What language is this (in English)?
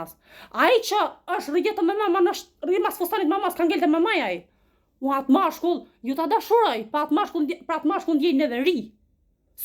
Albanian